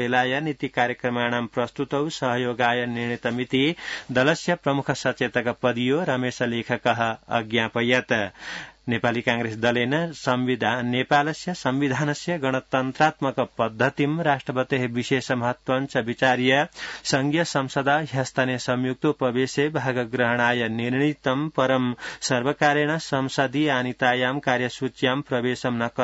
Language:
Sanskrit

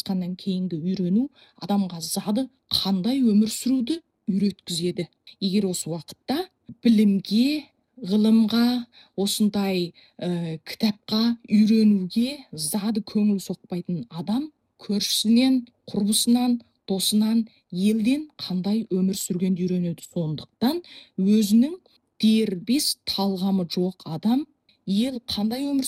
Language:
Kazakh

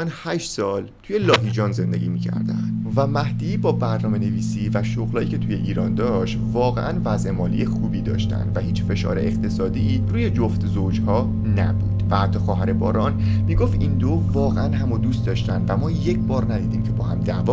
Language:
Persian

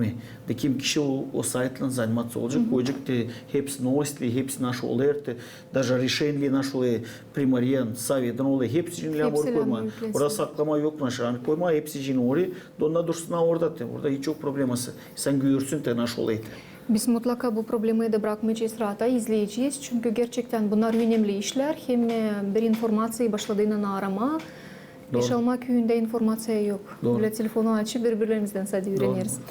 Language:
Gagauz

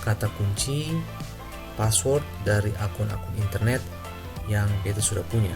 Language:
Ambonese Malay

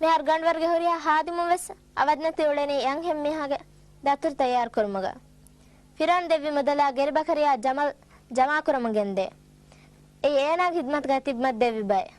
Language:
Divehi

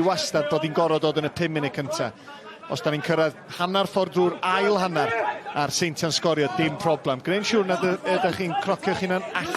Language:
Welsh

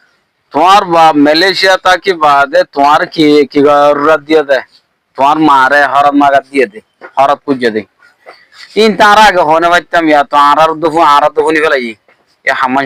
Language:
Rohingya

